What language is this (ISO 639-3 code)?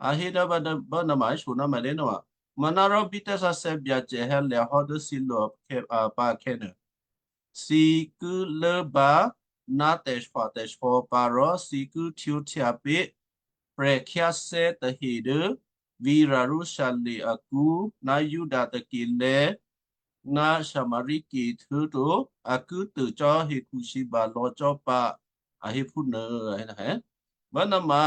kyu